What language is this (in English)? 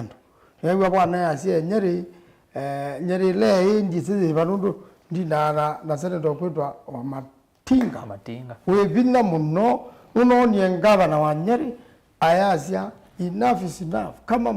Kamba